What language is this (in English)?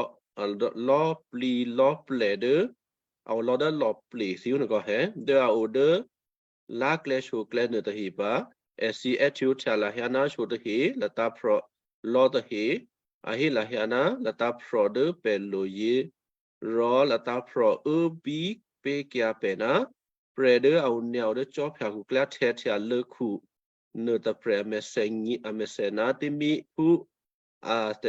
Western Kayah